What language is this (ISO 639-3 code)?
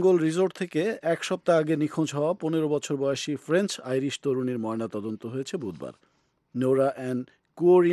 ben